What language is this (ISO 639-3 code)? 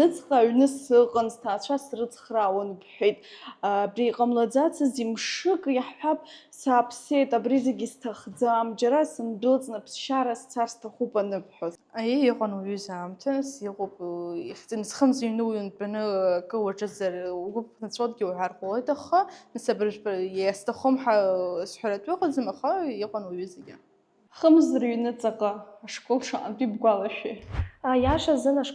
abk